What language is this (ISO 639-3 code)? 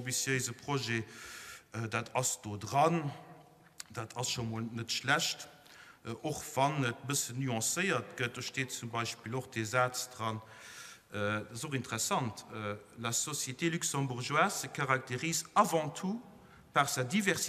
ltz